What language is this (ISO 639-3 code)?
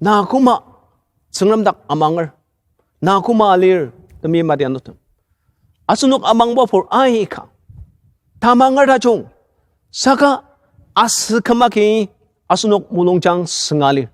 njo